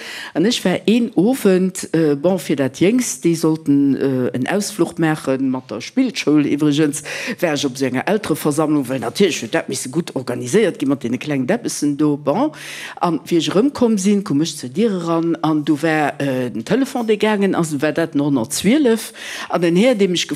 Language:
Luxembourgish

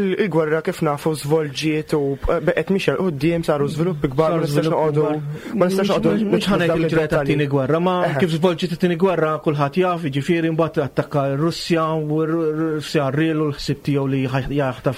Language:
Maltese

